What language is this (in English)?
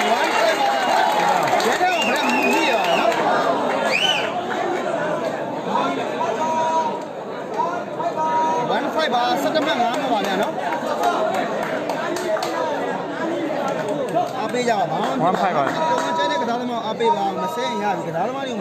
Burmese